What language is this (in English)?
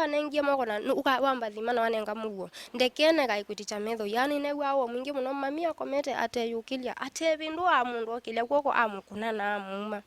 Kamba